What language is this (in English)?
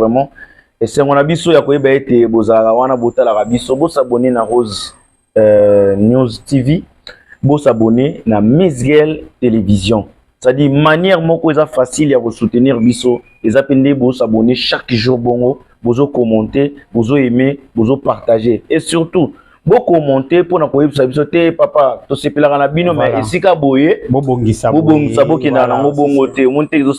Lingala